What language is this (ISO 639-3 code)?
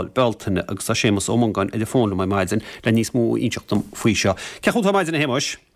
gle